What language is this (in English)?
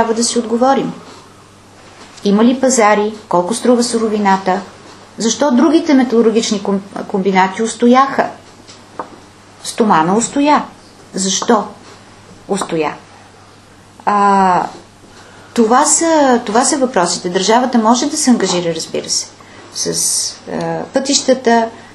Bulgarian